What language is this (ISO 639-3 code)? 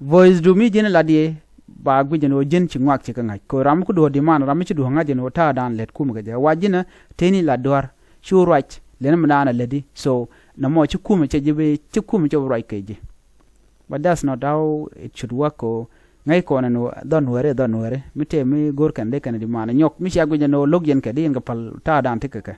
nus